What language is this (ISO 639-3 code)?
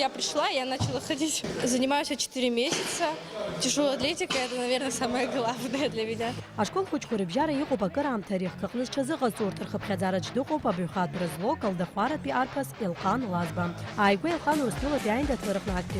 abk